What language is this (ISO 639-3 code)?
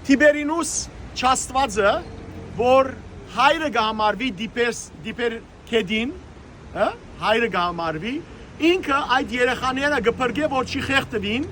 hyw